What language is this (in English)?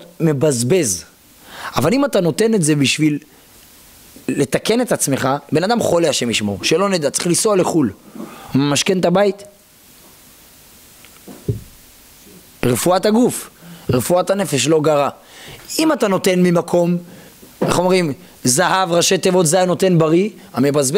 Hebrew